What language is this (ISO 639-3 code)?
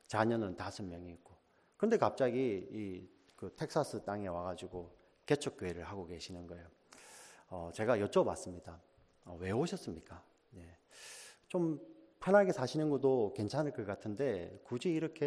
kor